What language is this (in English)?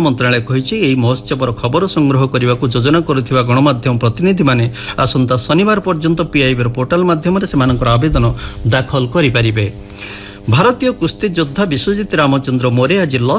Odia